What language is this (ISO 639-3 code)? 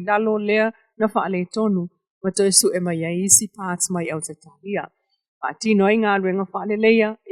smo